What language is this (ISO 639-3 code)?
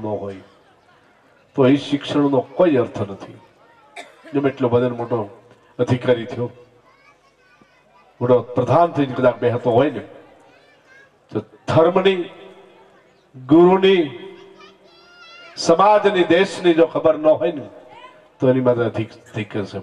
guj